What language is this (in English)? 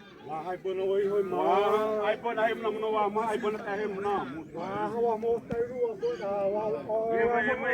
Xavánte